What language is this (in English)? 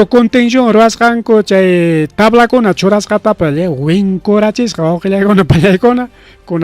Ayacucho Quechua